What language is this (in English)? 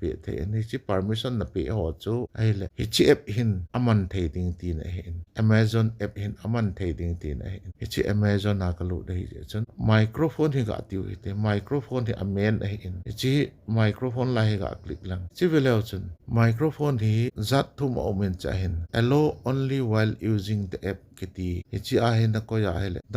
Thado Chin